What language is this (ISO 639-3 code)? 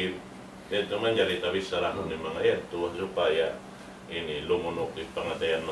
tsg